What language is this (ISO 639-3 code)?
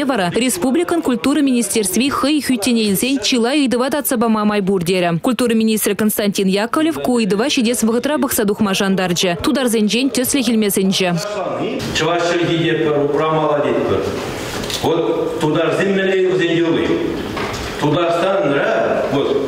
chv